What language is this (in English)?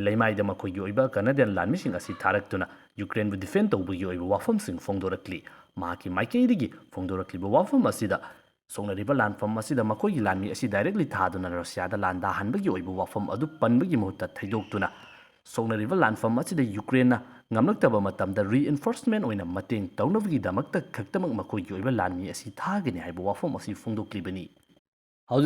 Manipuri